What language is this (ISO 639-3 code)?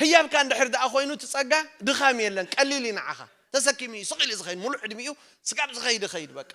tir